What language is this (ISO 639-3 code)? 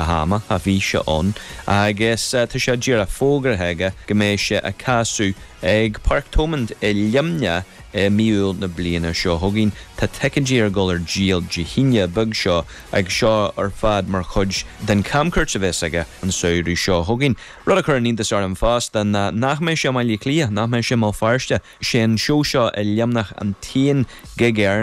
gle